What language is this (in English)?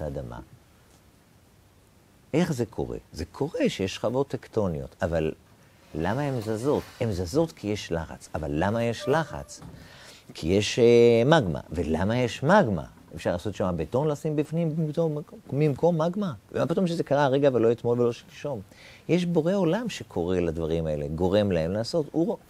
Hebrew